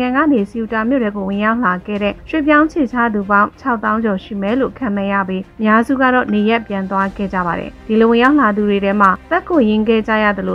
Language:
Burmese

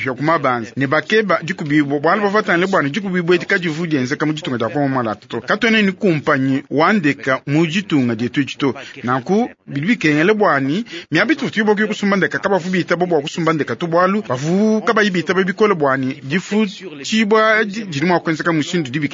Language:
Luba-Lulua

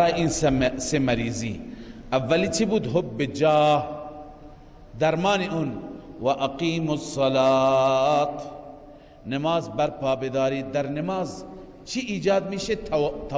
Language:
Persian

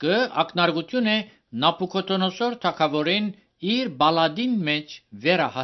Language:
Armenian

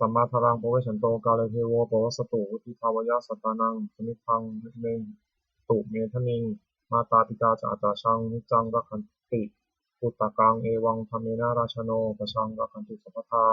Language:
Pali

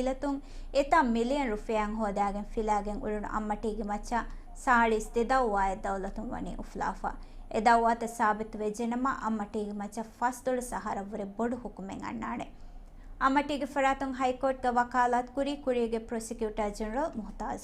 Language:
Divehi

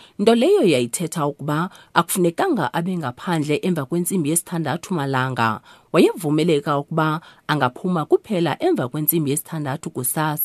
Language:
Xhosa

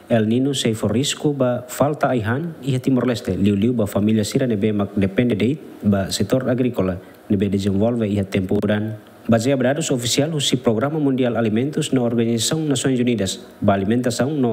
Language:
Tetum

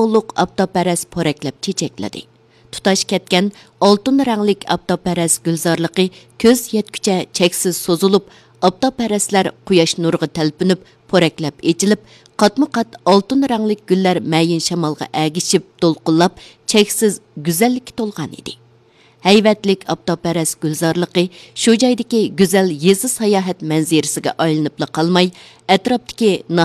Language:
Uyghur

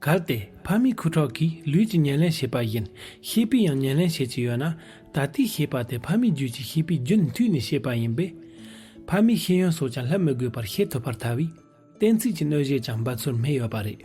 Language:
Amdo Tibetan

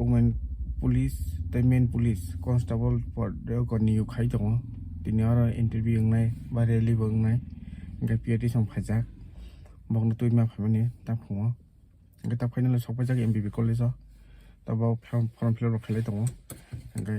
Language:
Kok Borok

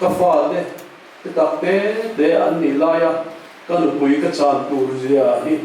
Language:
Mizo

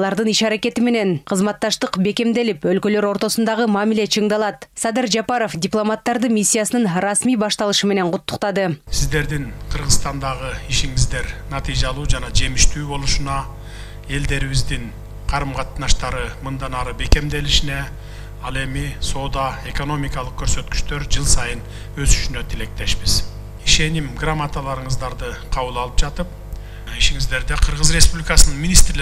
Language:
Kyrgyz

